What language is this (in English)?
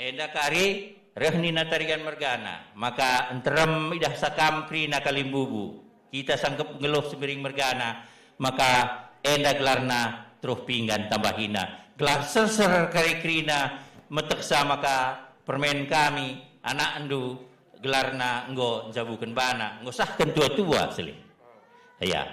Batak Karo